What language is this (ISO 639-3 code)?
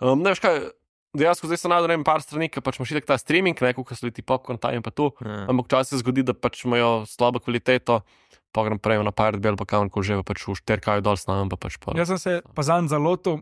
slv